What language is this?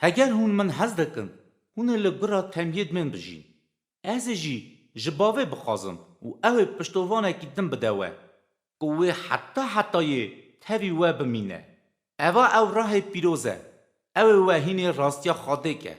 Kurdish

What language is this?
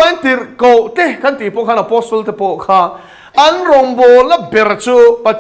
Mizo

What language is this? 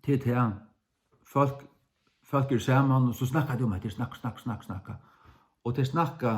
Faroese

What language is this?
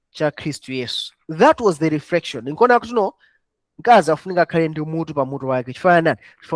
Nyanja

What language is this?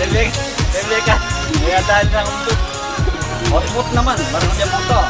Pampanga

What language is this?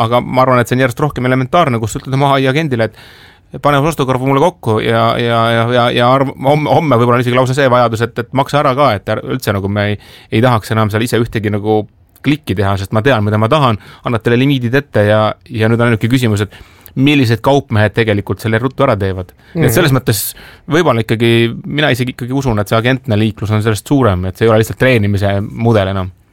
Estonian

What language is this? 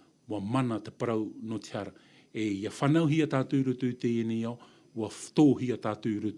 Tahitian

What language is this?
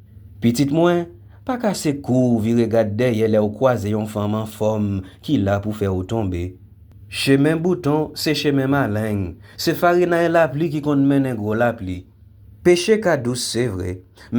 Haitian Creole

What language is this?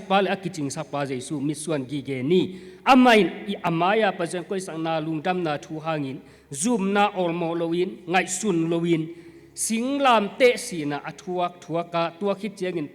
Tedim Chin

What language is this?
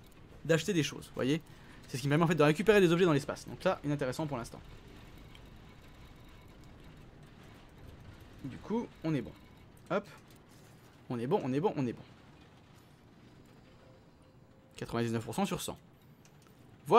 French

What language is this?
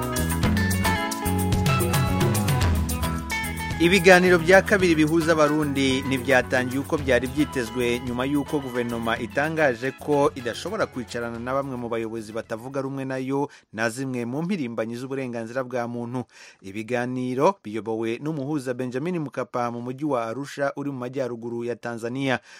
Kinyarwanda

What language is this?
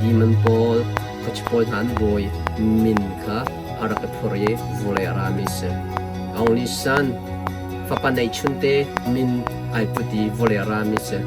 Hakha Chin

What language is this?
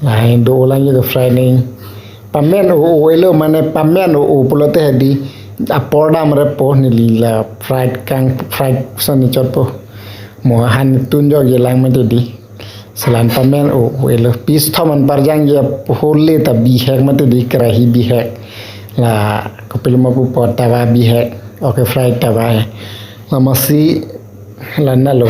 Karbi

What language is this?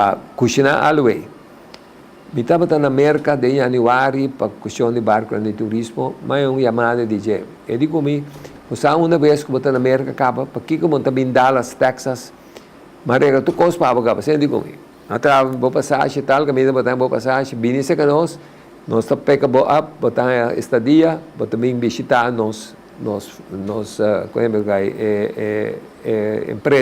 Papiamento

